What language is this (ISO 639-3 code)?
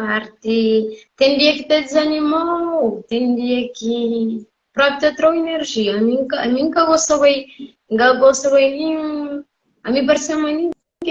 kea